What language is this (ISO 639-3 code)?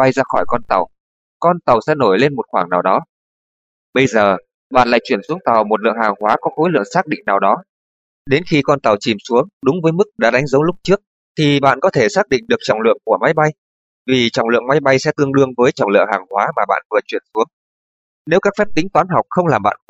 vie